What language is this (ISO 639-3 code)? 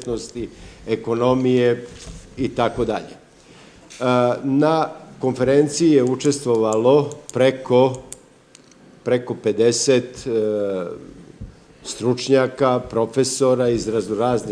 srp